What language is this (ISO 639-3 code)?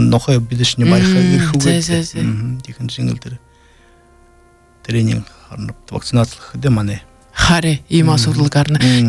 bua